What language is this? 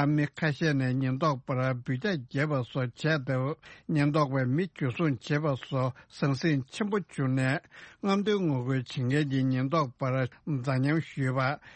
Tibetan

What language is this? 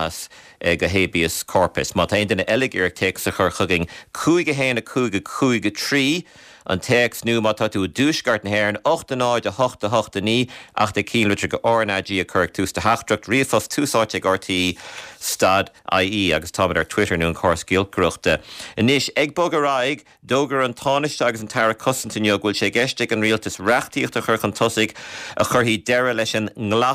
Irish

